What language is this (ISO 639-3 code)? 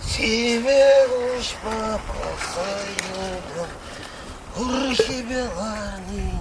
chv